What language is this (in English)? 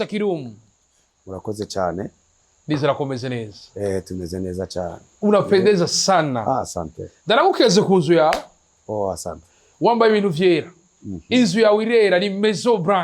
Rundi